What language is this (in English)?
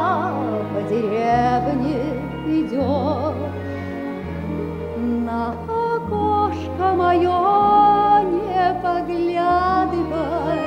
Russian